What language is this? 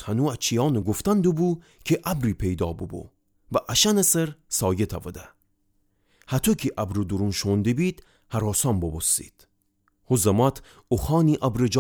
Gilaki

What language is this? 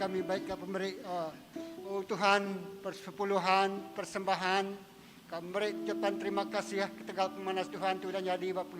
Iban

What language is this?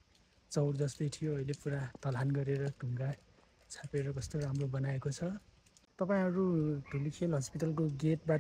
Nepali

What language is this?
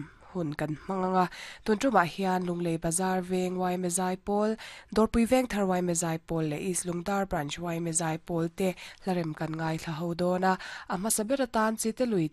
Mizo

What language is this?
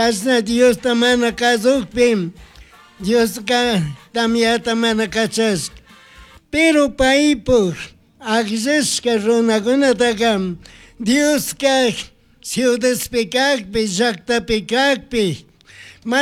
Chimborazo Highland Quichua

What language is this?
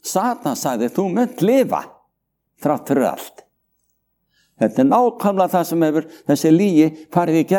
Icelandic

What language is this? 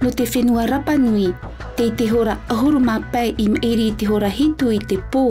Tahitian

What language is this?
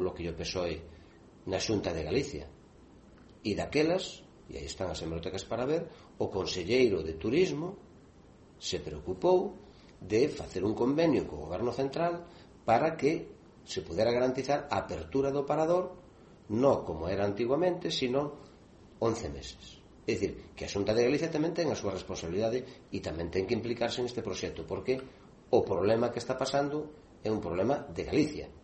Galician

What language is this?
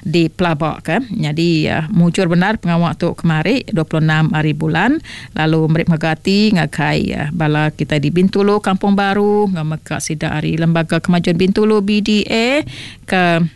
Iban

